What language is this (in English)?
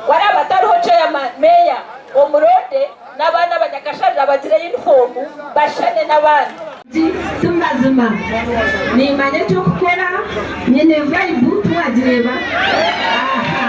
Nyankole